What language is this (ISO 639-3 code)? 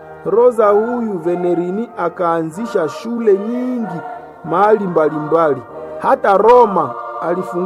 swa